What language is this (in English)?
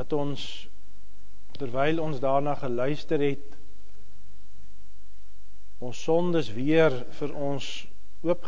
Afrikaans